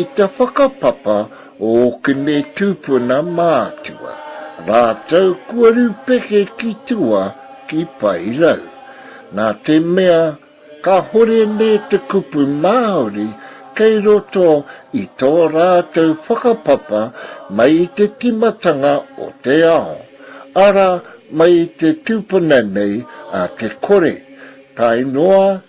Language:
Māori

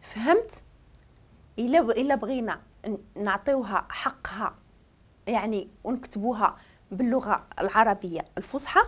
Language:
Moroccan Arabic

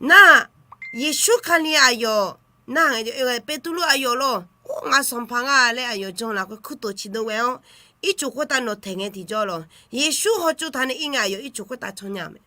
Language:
Akha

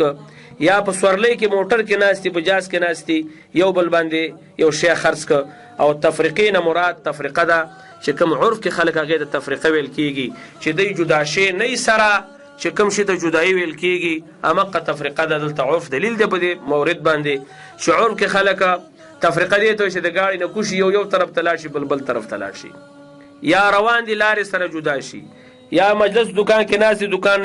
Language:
Pashto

